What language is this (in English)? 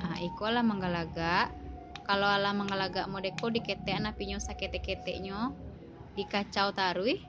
Minangkabau